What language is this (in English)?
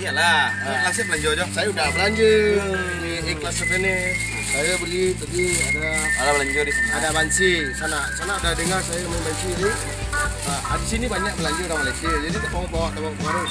Minangkabau